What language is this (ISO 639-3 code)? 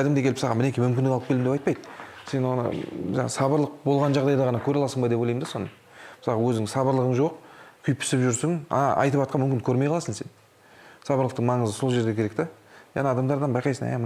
kaz